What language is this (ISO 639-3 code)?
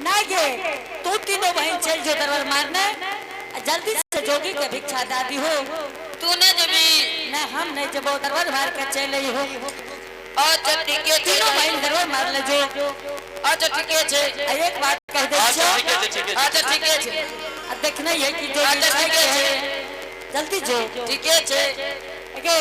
anp